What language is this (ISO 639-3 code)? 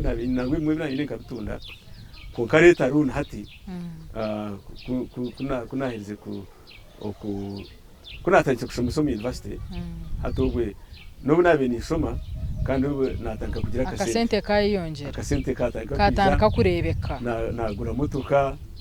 nyn